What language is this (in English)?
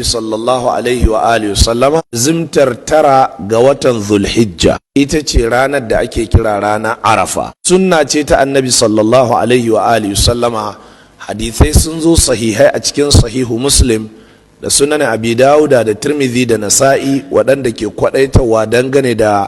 Hausa